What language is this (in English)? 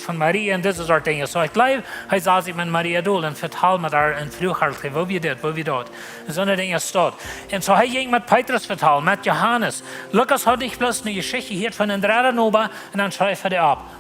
Plautdietsch